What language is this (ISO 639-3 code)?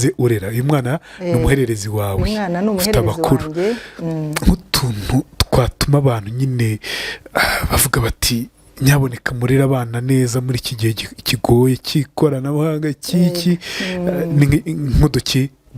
kin